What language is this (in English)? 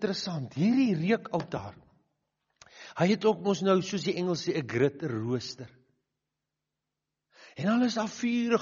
Afrikaans